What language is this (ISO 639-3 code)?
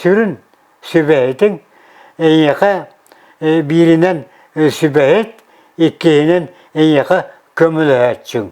sah